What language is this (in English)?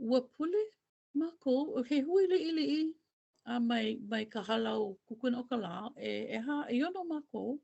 Hawaiian